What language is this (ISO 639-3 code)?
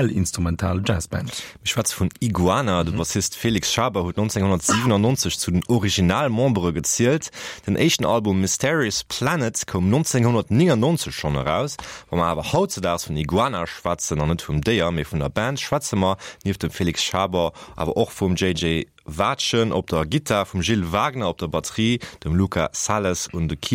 ltz